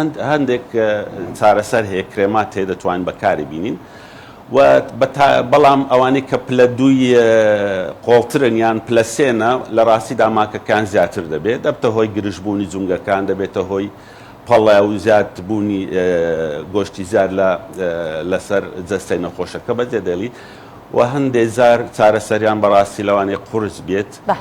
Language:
Central Kurdish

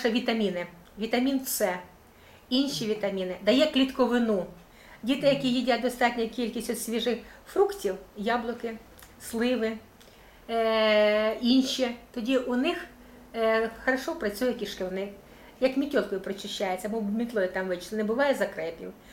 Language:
Ukrainian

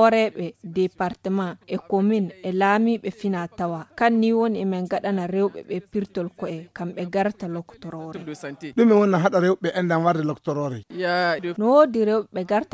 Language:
Fula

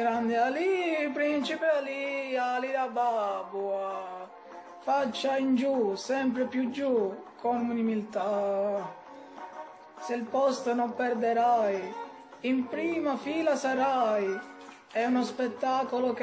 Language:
Italian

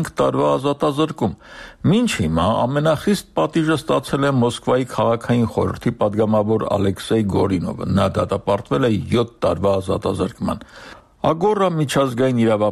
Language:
Armenian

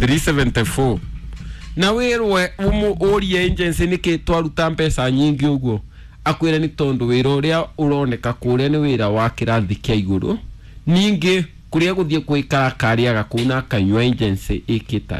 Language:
Kikuyu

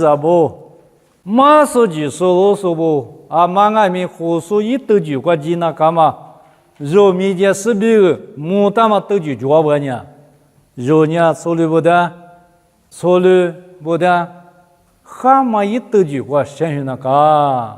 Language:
Lisu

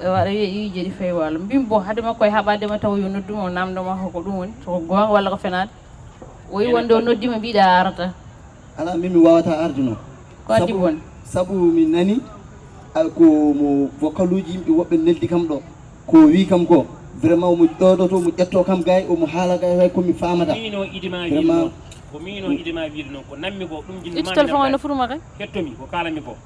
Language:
Fula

